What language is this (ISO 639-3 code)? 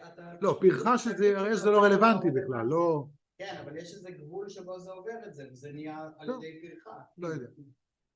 heb